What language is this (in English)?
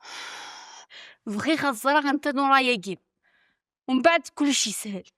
Kabyle